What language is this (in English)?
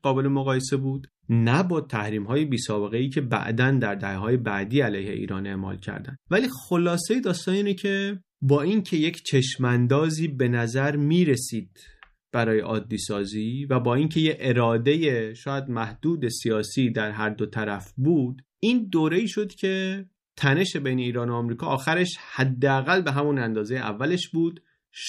Persian